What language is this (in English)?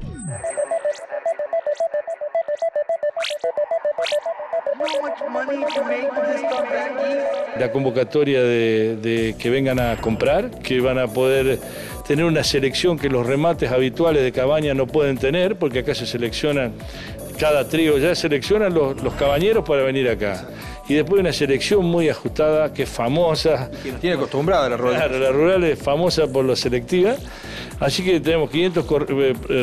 Spanish